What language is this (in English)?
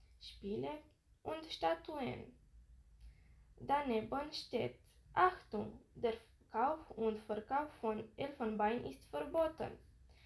German